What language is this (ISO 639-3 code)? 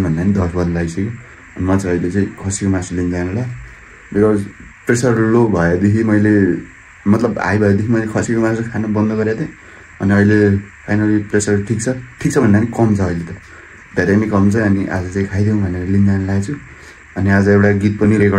nep